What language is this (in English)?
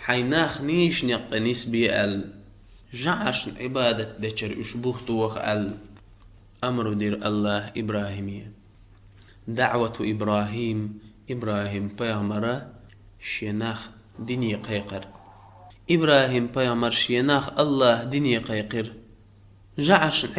Chechen